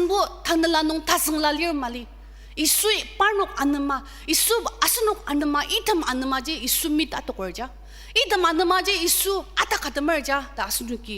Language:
Ao Naga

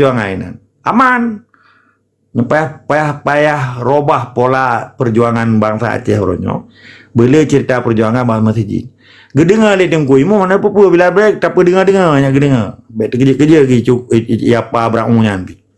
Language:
Achinese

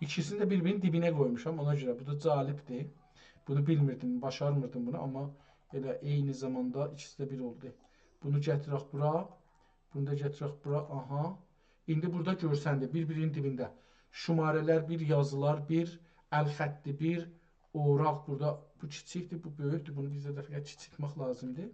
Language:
South Azerbaijani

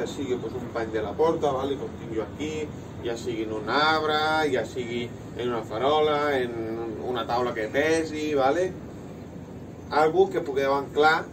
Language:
Catalan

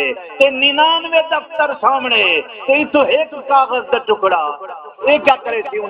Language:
Saraiki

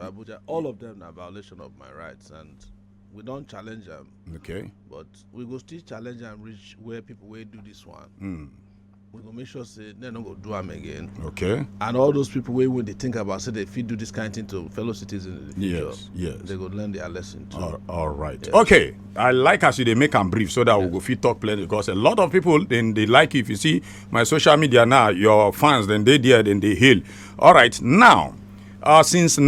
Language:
Nigerian Pidgin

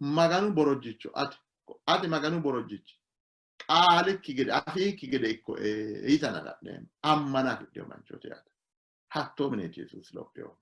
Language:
Sidamo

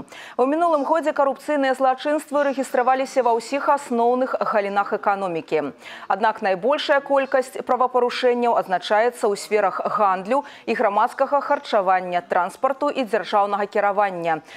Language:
Belarusian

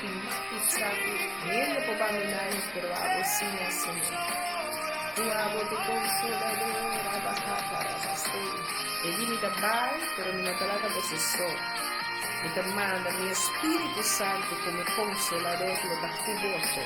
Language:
Papiamento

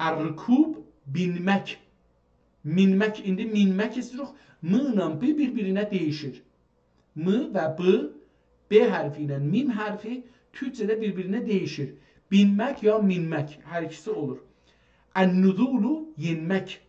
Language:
South Azerbaijani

